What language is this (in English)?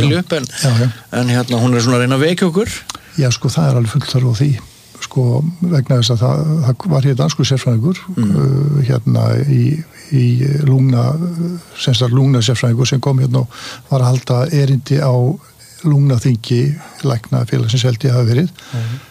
Icelandic